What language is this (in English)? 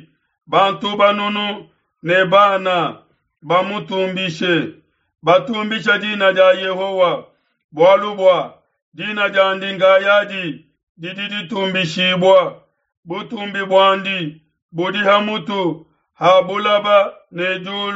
Luba-Lulua